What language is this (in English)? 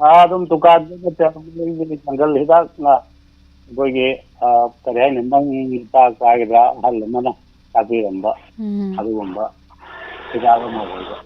Manipuri